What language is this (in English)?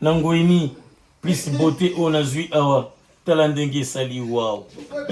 Lingala